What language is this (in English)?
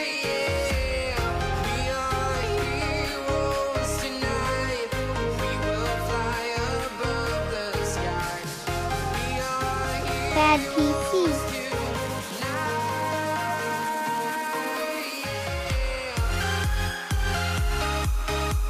English